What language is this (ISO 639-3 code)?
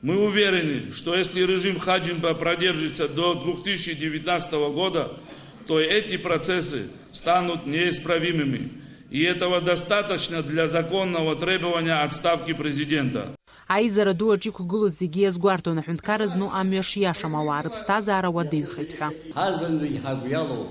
abk